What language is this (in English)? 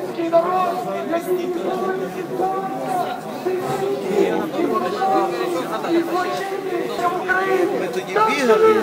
Ukrainian